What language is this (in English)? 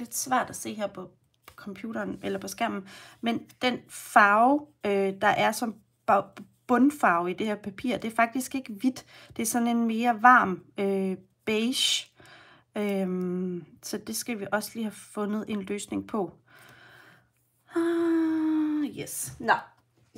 Danish